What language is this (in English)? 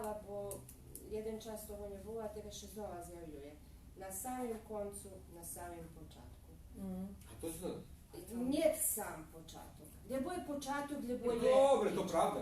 Rusyn